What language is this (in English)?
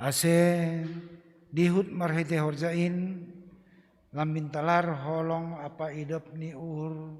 Batak Simalungun